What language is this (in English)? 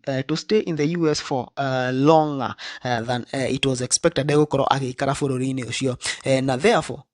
Kikuyu